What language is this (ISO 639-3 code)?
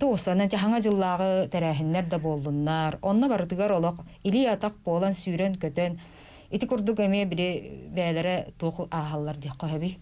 sah